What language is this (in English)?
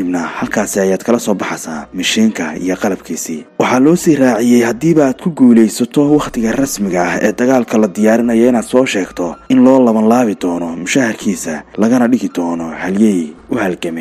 Somali